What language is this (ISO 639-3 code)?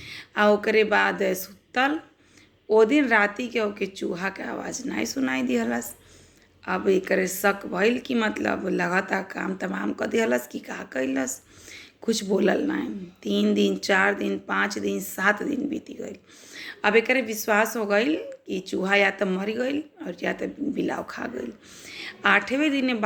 bho